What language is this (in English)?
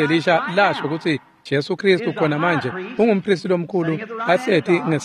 Swati